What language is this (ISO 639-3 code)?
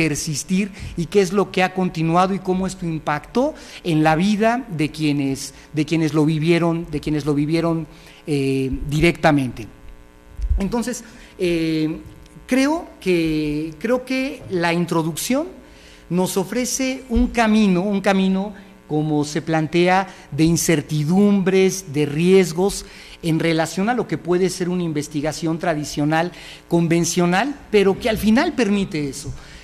spa